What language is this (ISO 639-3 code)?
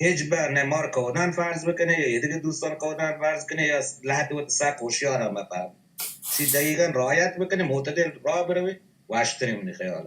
bal